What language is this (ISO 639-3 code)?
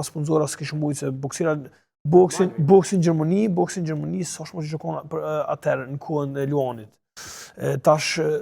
sqi